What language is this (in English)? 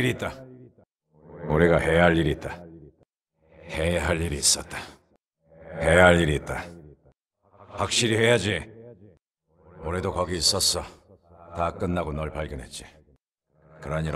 Korean